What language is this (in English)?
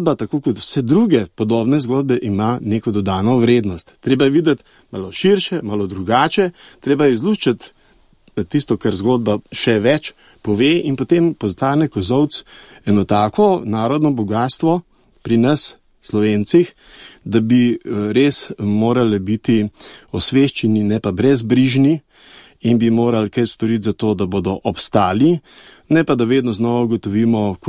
Slovenian